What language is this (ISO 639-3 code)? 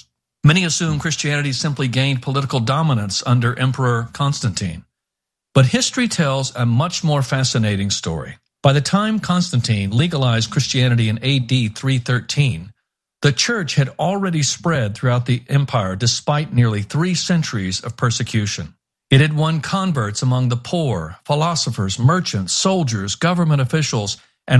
eng